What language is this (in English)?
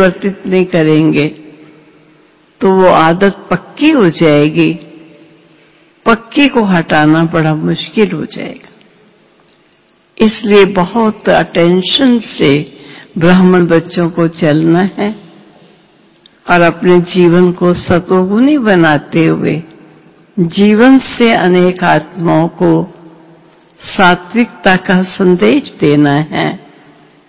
Hindi